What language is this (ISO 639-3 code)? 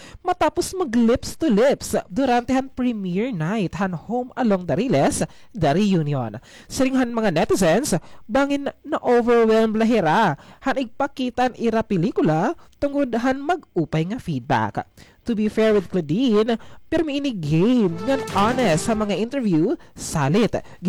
war